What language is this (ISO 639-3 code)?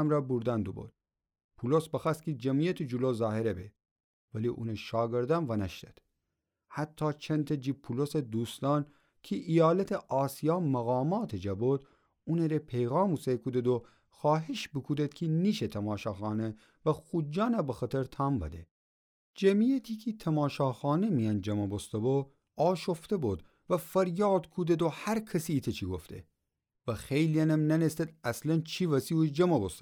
glk